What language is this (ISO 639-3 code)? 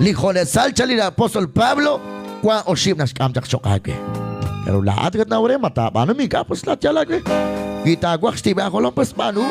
kek